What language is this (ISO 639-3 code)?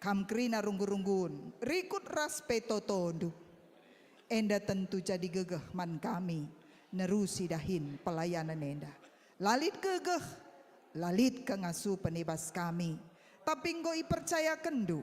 btx